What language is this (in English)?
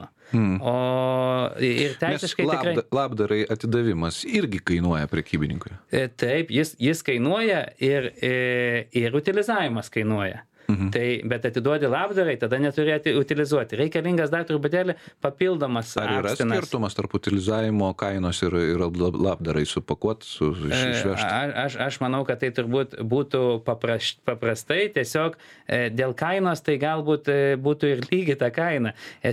Lithuanian